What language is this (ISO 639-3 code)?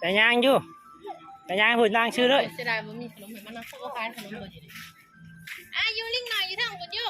lao